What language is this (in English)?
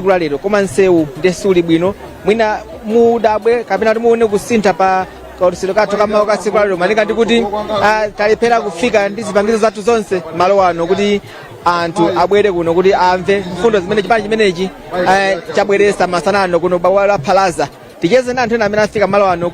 Nyanja